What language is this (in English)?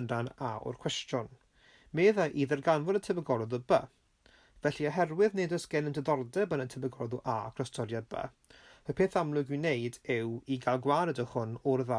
Welsh